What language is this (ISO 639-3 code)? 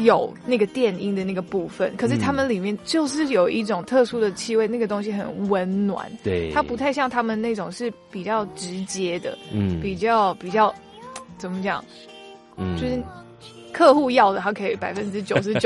zho